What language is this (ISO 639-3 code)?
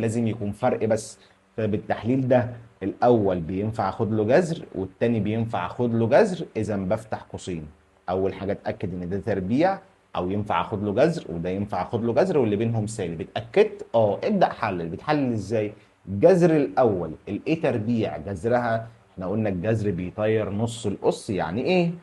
arz